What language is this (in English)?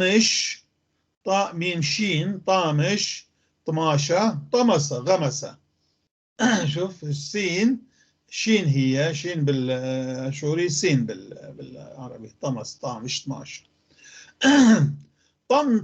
North Levantine Arabic